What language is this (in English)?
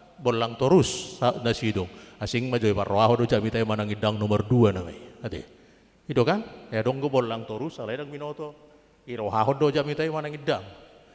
Batak Toba